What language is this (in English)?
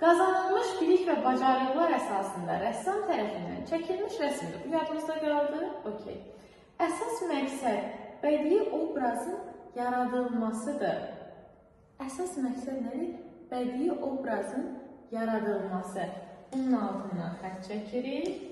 Azerbaijani